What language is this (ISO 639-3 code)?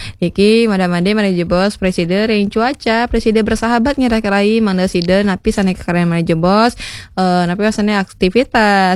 ban